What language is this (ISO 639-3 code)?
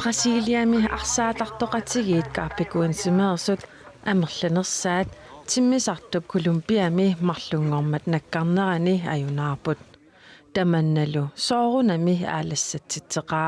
kal